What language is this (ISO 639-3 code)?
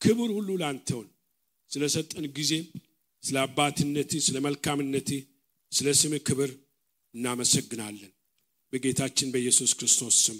amh